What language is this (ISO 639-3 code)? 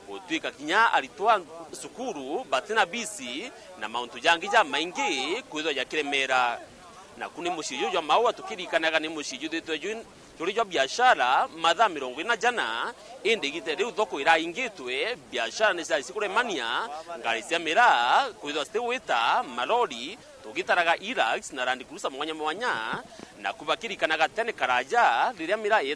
mer